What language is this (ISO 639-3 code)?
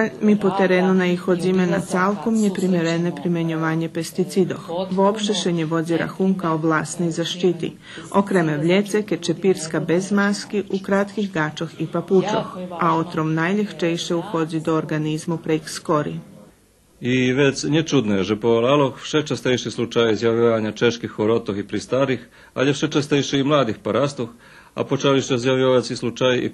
rue